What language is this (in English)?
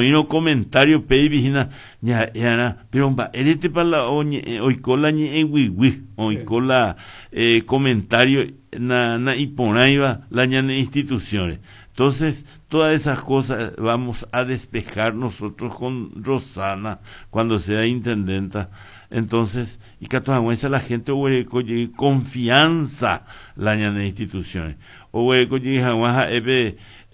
Guarani